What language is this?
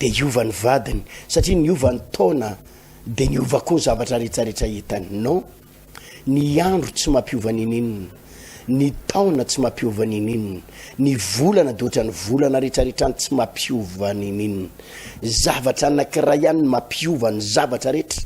Malagasy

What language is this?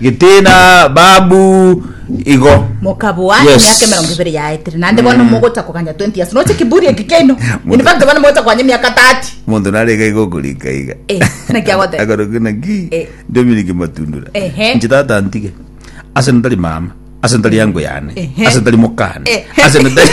Gusii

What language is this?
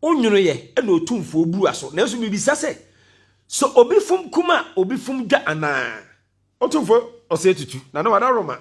Akan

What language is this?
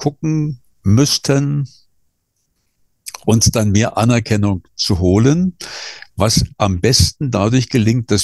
German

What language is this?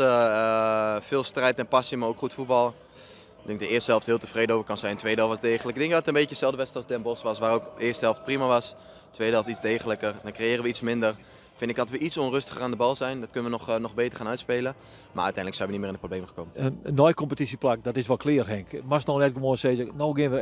Western Frisian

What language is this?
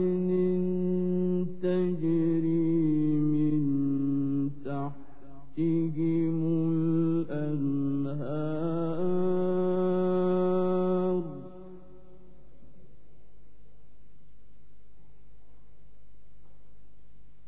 Arabic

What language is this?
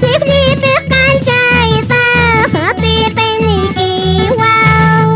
Quechua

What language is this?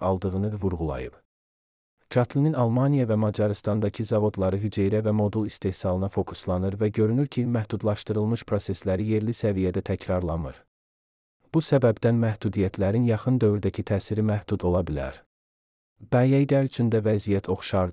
Azerbaijani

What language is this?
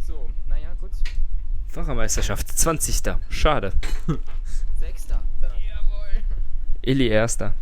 Swiss German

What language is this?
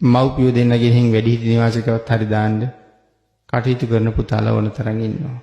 Sinhala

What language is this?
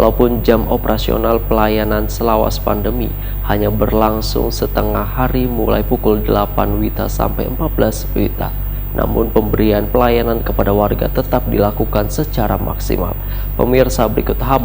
Banjar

